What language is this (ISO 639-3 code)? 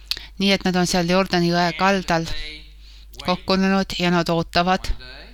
est